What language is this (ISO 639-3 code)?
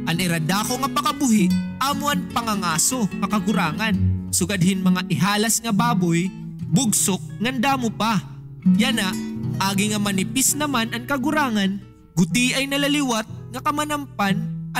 war